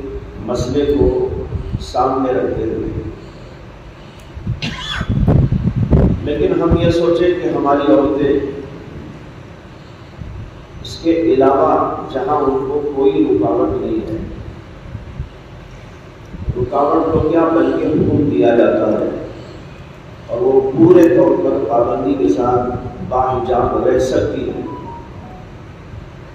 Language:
Urdu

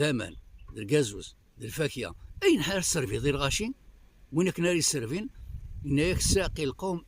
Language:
Kabyle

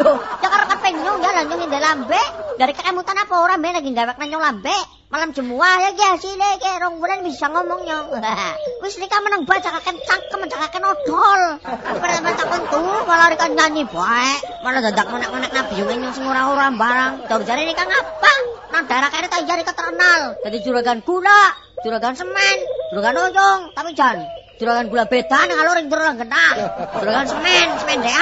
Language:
Javanese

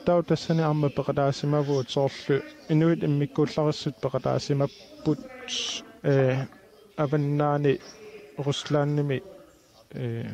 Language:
Kalaallisut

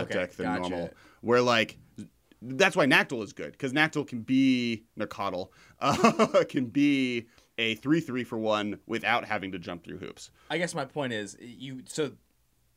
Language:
English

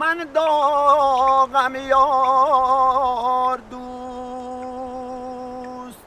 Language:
Tajik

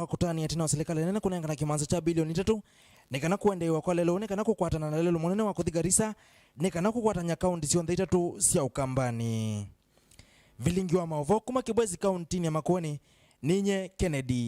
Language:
Kamba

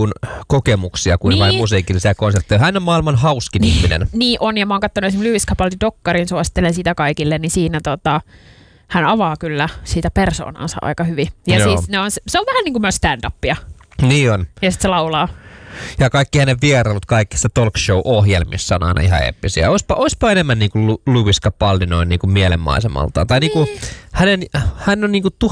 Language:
Finnish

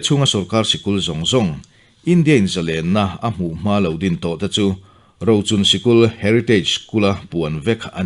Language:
Mizo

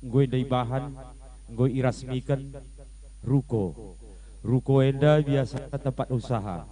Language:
Batak Karo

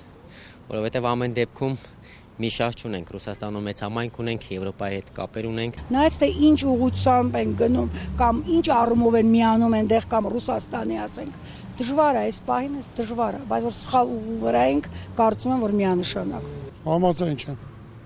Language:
Armenian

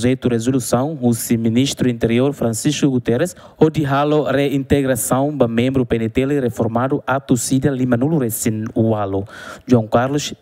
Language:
Tetum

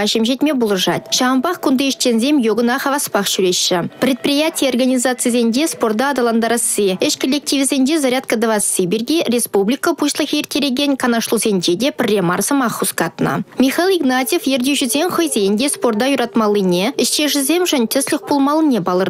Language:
Chuvash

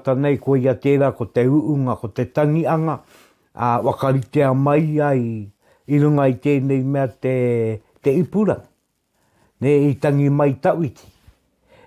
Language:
Māori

